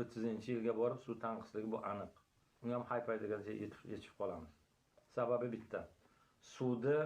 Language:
Uzbek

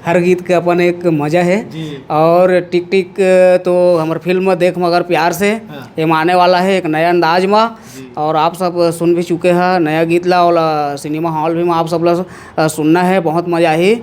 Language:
Chhattisgarhi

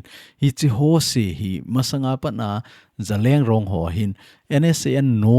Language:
Thado Chin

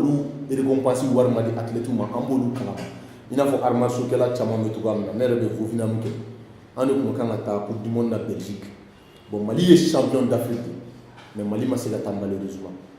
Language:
Bambara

